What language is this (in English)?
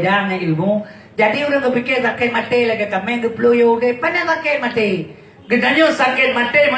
Achinese